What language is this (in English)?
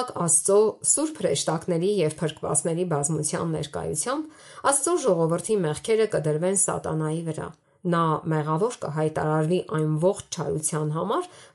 Armenian